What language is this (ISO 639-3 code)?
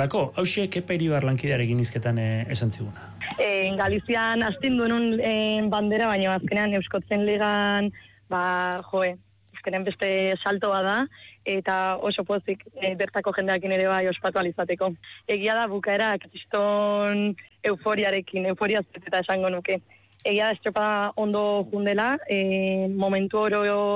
eus